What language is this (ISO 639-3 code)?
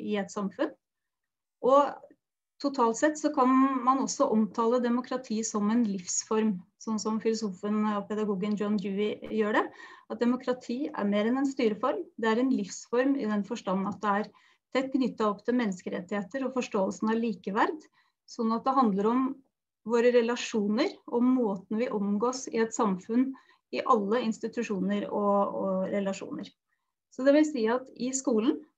nor